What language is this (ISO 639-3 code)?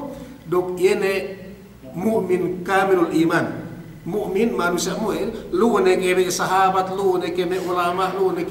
yka